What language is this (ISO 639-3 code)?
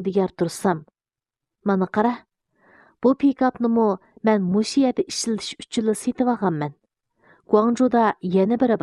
uig